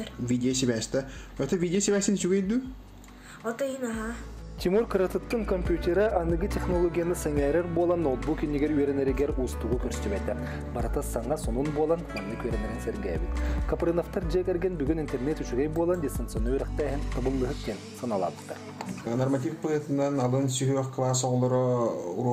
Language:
Yakut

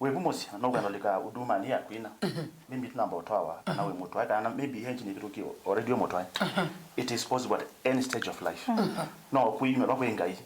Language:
Kamba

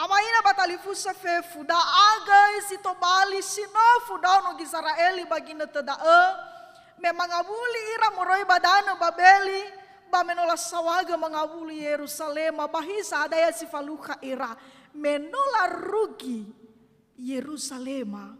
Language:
Nias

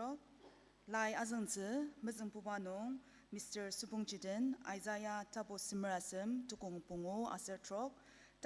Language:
Ao Naga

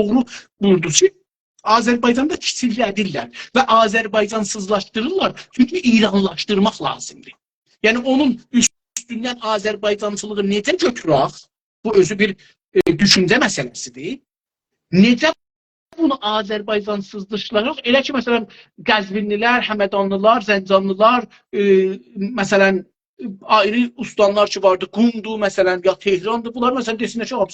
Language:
South Azerbaijani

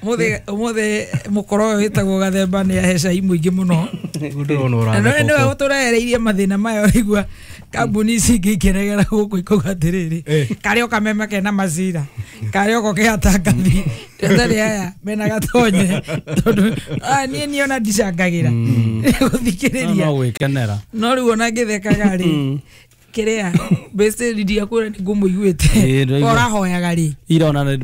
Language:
Kikuyu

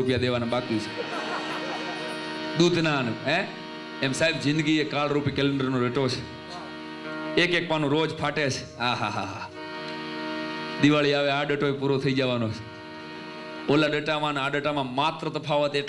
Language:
Gujarati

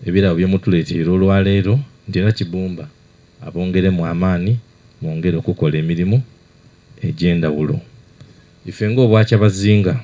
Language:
Soga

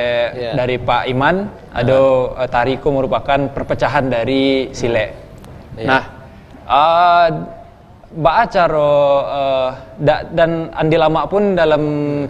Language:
Minangkabau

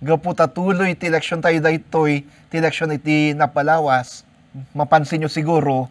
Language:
Iloko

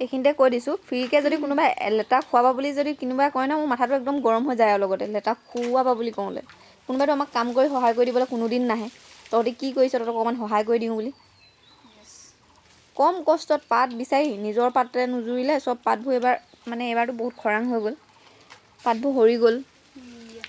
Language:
Assamese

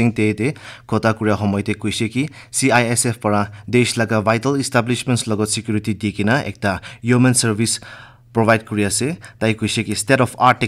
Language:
Naga Pidgin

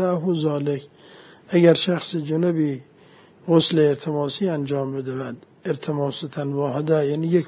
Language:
Persian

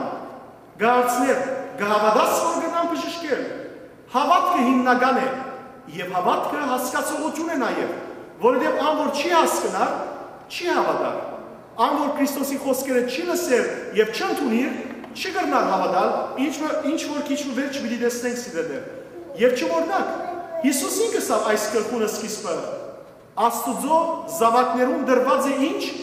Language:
Western Armenian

